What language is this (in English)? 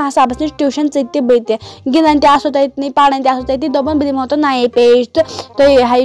Kashmiri